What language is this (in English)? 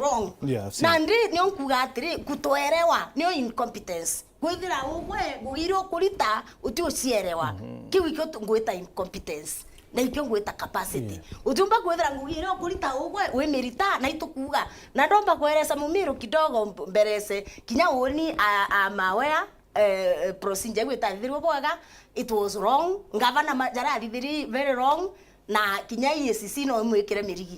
Meru